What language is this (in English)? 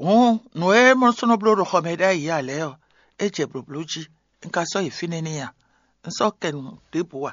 Fon